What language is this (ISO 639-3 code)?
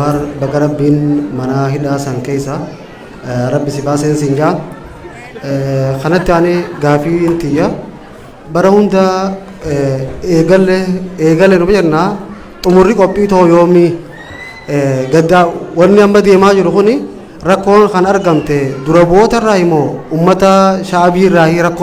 orm